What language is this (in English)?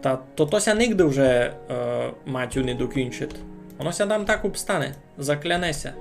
Rusyn